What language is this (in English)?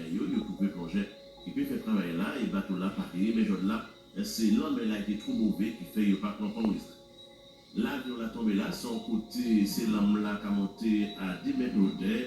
Guadeloupean Creole French